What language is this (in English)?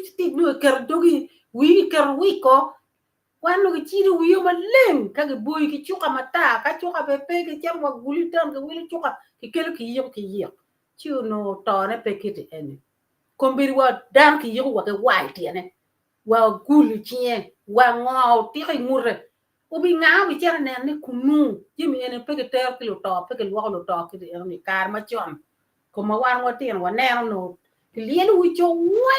Acoli